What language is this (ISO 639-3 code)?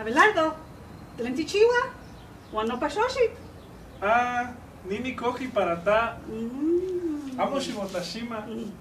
nhe